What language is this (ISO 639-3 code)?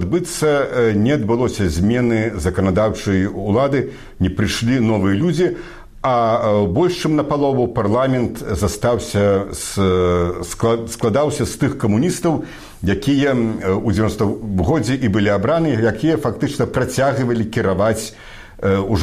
bel